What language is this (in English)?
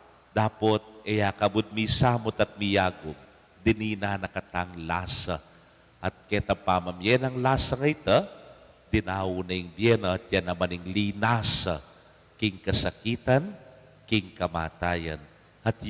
Pampanga